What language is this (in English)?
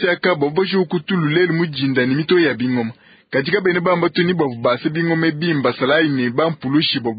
Luba-Lulua